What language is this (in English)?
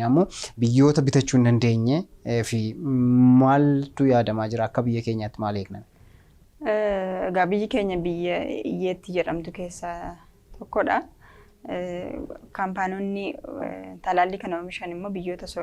Oromo